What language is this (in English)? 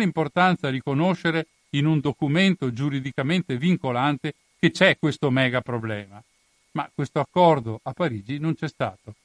Italian